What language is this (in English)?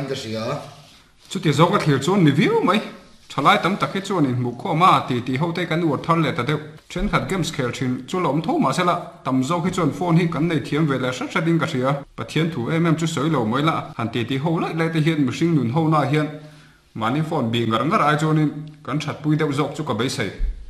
Mizo